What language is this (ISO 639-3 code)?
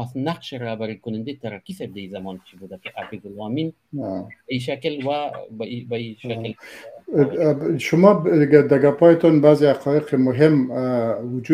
fas